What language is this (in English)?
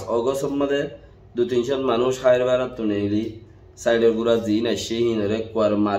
Rohingya